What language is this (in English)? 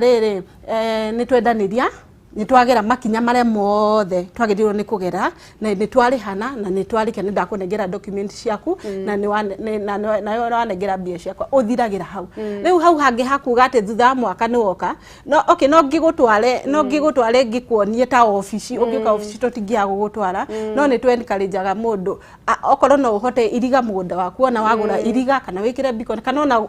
Kikuyu